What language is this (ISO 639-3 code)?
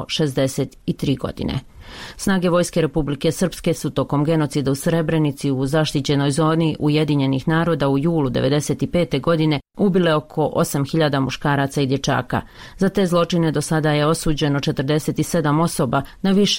bos